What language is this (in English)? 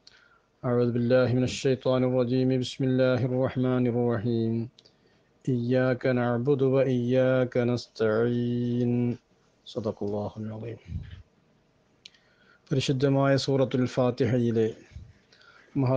Malayalam